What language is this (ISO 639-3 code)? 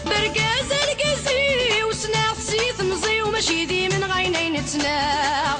kab